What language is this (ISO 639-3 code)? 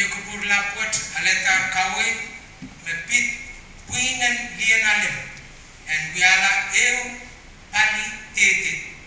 pon